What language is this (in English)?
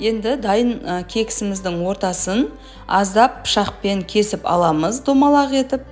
Kazakh